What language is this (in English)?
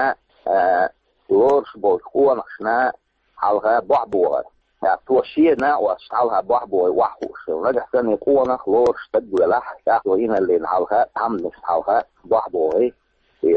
Chechen